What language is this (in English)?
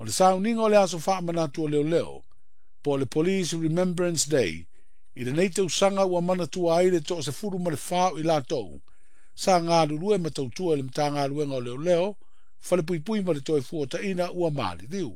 Samoan